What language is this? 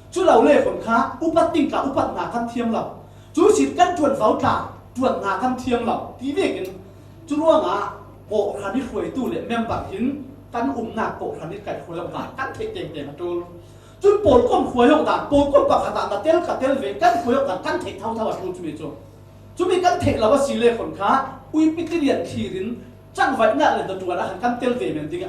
Falam Chin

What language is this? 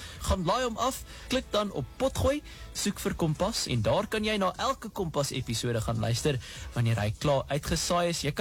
Afrikaans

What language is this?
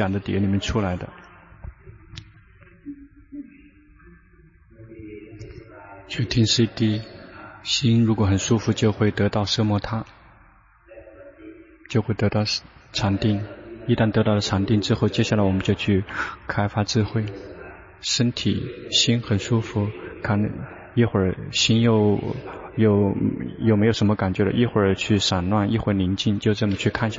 Chinese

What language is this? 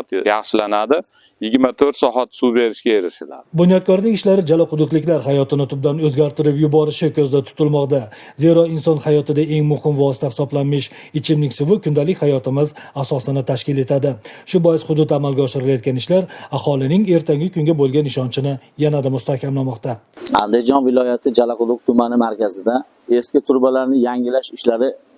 Uzbek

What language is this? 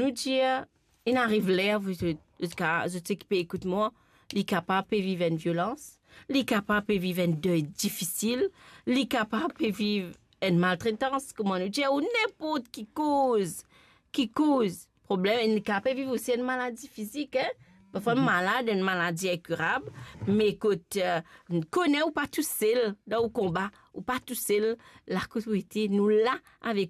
Morisyen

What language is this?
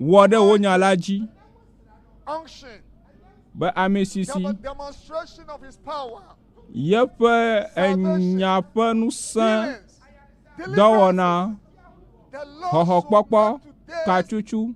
Ewe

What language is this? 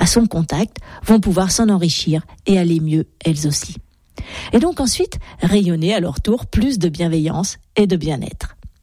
French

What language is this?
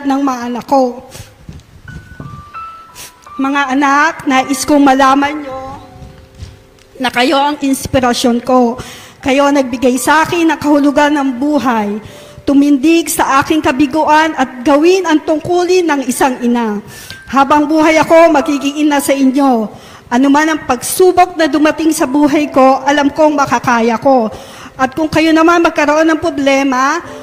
Filipino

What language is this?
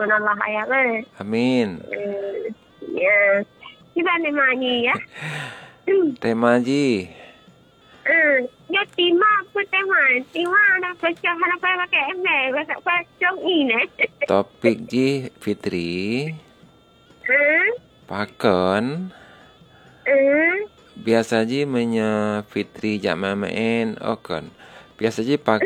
Malay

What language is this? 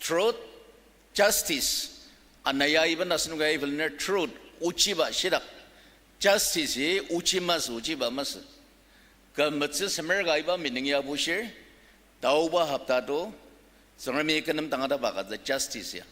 Ao Naga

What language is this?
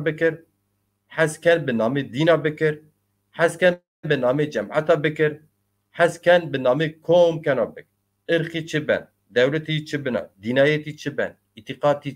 Zaza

